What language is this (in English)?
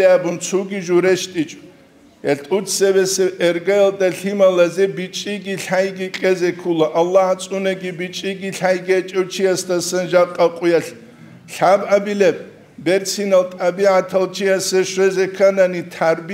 Avaric